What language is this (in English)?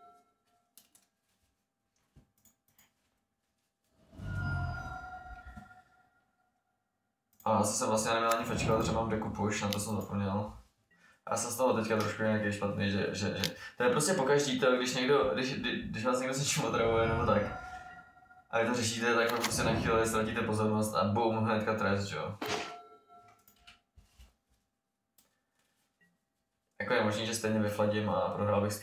Czech